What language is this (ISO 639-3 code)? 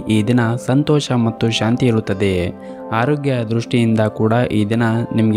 kan